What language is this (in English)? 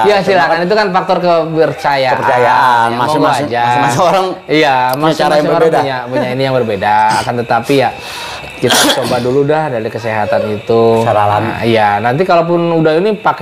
Indonesian